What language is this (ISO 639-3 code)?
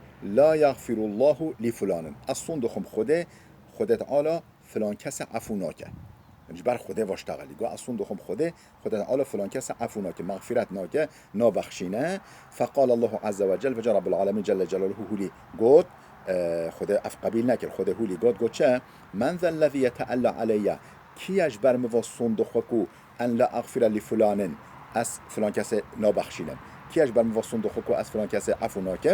kur